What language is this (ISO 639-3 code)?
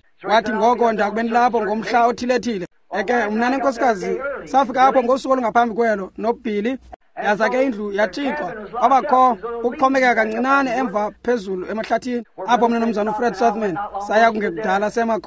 xho